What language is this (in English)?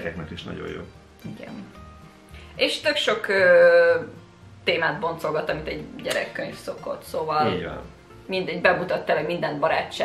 Hungarian